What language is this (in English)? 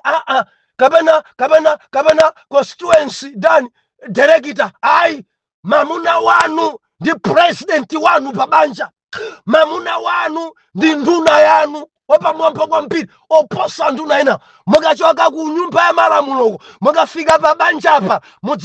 Nyanja